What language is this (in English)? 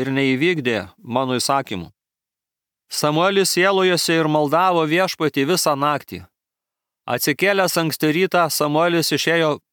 Lithuanian